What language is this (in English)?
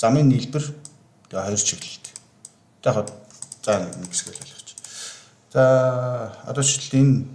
Mongolian